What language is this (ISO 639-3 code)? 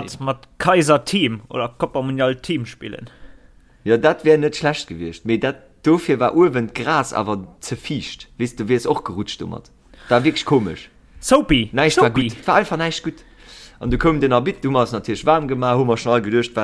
ltz